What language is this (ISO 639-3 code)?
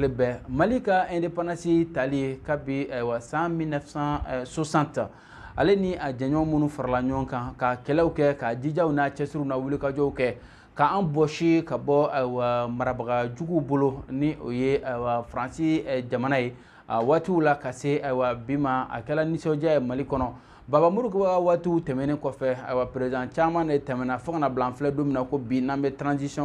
bam